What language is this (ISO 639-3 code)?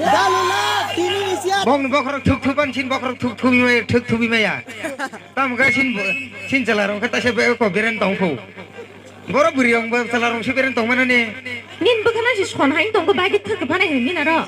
trp